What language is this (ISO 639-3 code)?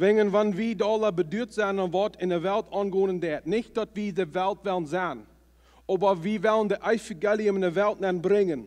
pdt